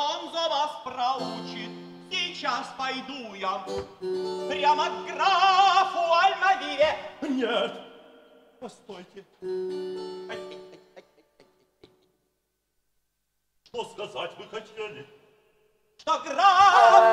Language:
Russian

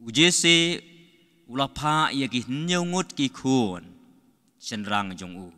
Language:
Khasi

